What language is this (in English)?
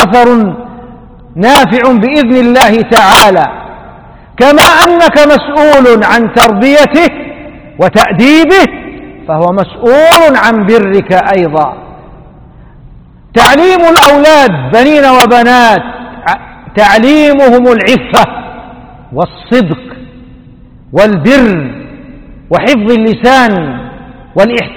Arabic